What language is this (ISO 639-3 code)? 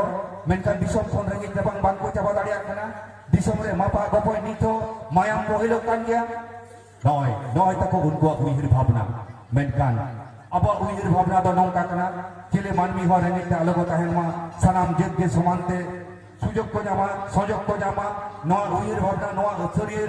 sat